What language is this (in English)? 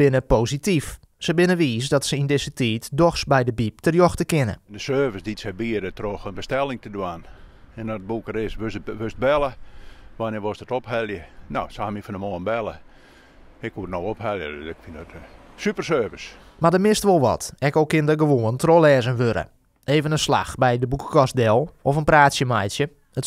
Western Frisian